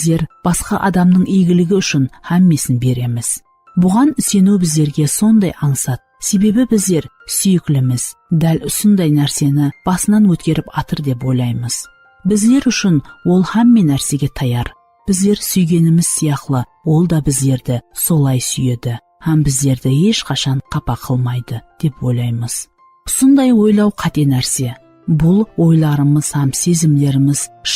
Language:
Kara-Kalpak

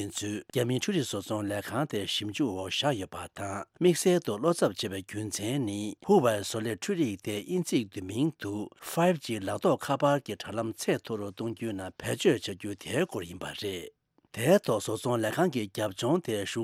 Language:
Tibetan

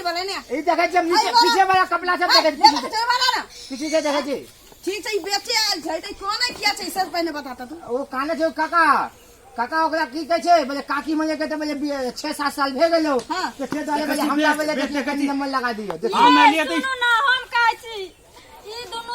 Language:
Maithili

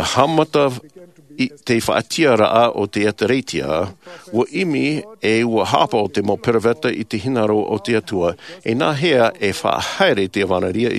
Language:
Tahitian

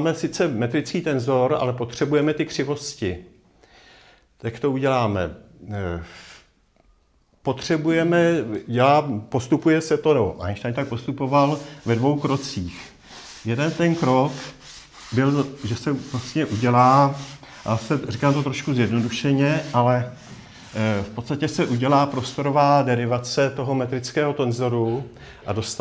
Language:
Czech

